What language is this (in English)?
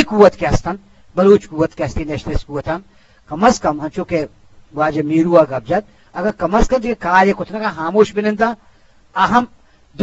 Eastern Balochi